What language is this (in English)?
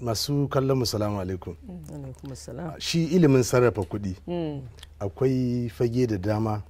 Hausa